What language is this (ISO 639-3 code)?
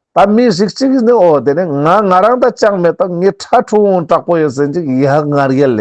lbj